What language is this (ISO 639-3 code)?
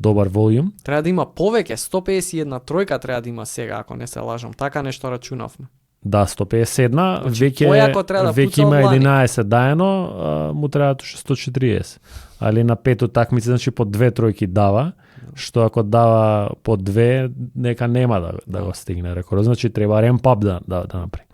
mkd